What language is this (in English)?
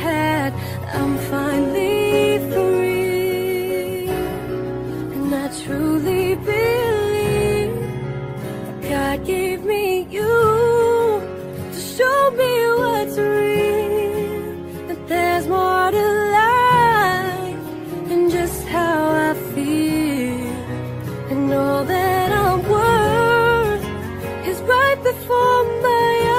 English